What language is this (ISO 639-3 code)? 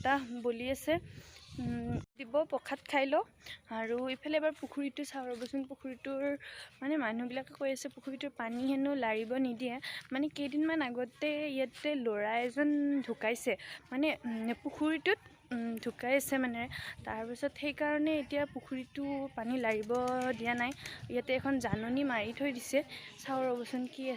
asm